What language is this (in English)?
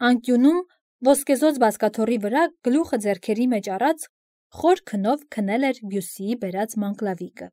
Armenian